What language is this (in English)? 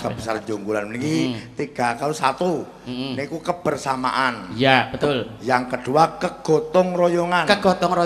Javanese